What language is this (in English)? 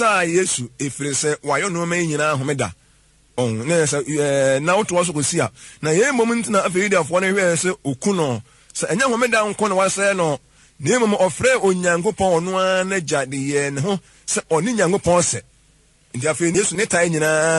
Akan